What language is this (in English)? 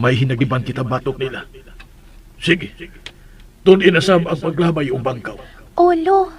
Cebuano